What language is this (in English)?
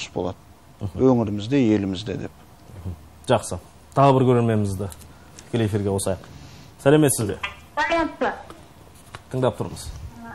Kazakh